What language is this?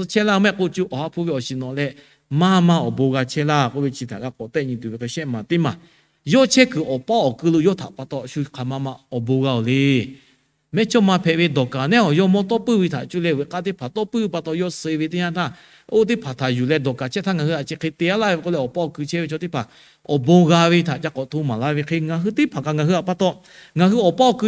Lahu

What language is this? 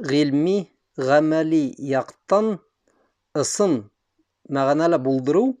Bashkir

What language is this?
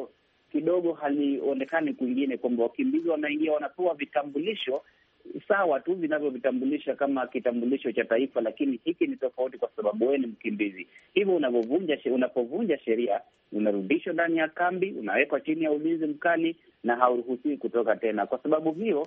Swahili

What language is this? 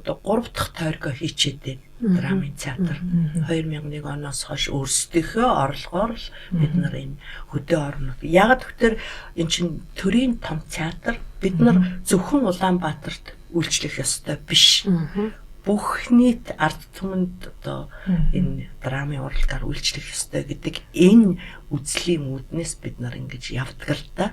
Mongolian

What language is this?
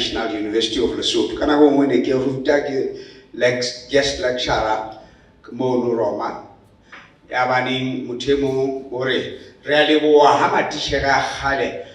Southern Sotho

